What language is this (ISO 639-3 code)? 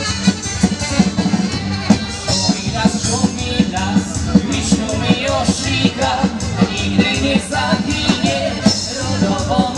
pol